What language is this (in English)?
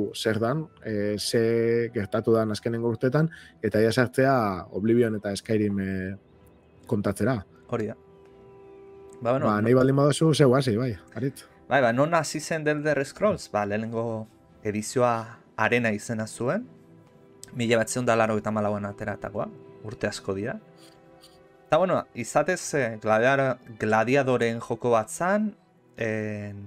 Basque